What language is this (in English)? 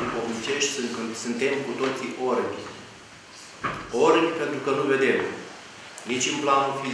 Romanian